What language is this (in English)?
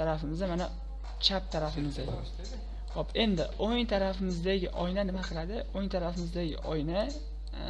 Uzbek